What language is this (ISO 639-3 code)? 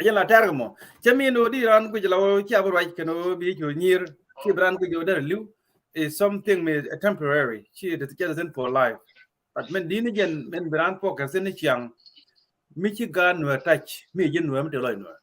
nus